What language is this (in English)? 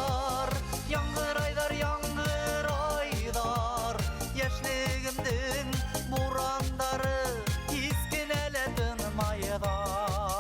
Bashkir